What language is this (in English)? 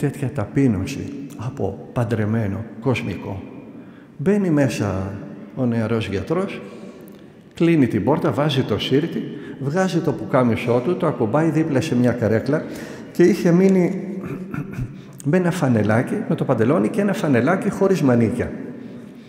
Greek